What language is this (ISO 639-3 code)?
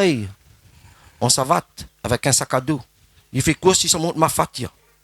rcf